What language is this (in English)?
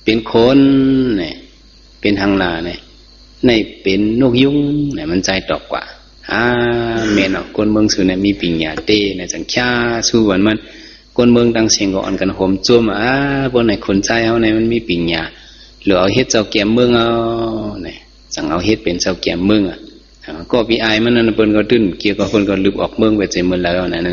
Shan